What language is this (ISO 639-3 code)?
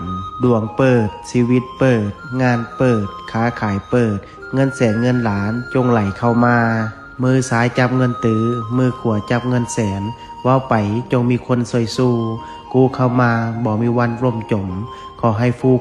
lao